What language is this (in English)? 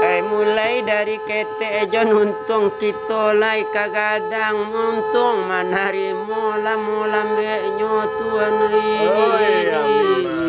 Minangkabau